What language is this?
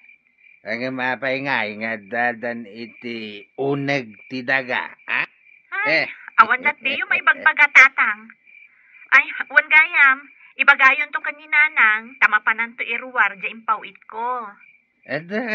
Iloko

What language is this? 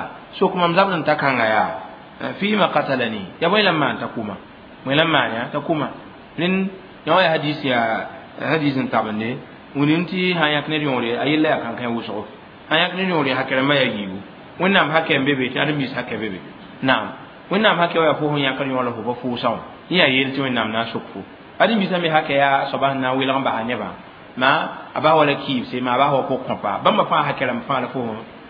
Mossi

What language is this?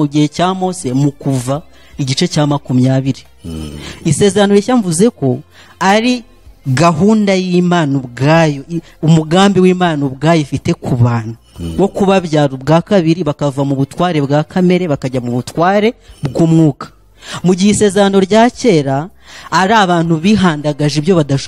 Kinyarwanda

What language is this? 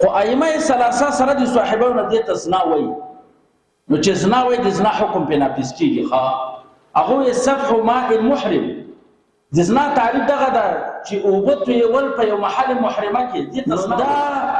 Pashto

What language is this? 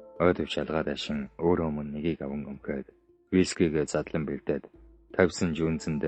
Mongolian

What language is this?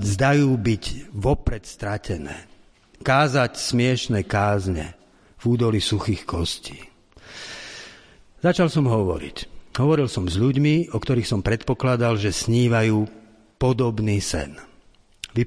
Slovak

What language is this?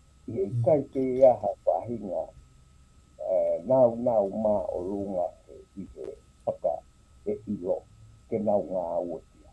Tongan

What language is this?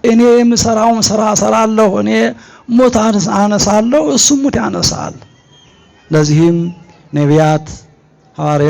Amharic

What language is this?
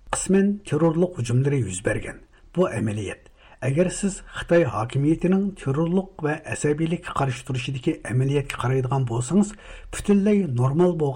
Uyghur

